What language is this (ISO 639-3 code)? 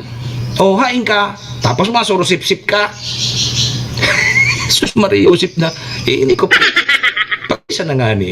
bik